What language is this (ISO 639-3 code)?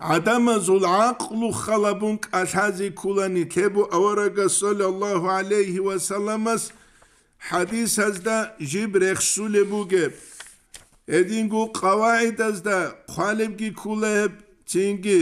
ava